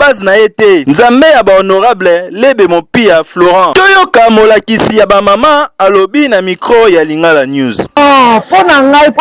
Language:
Lingala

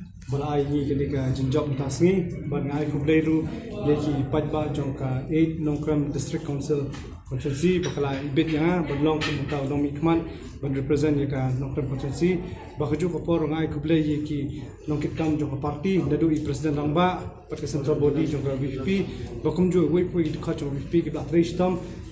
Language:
Khasi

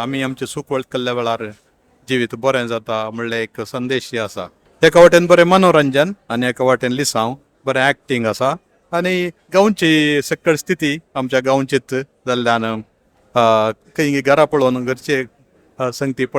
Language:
Konkani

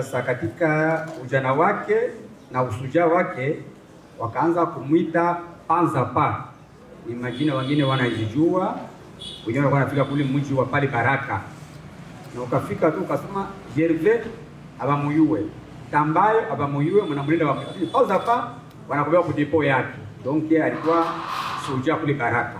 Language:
Swahili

